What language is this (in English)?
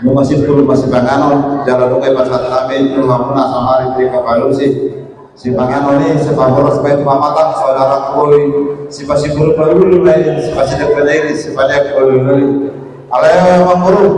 Batak Toba